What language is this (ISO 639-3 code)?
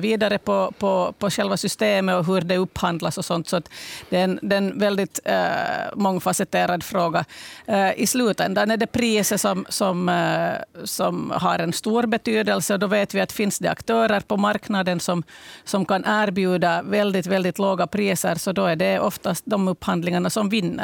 swe